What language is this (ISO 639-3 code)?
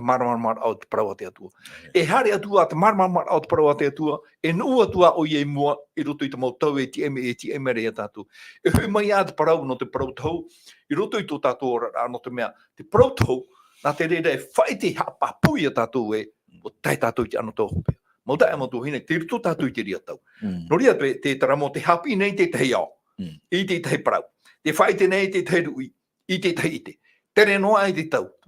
tah